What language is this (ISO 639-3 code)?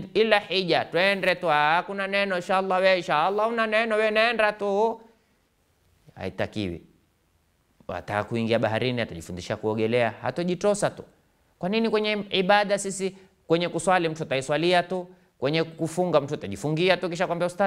swa